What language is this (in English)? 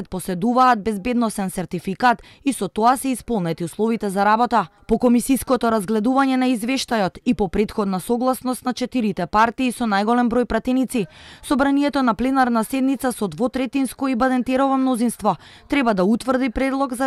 Macedonian